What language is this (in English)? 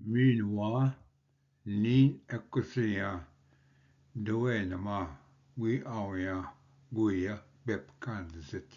Ojibwa